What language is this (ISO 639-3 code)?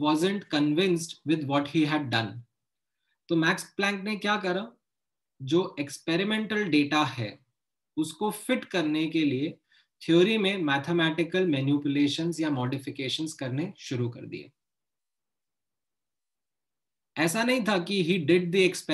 hin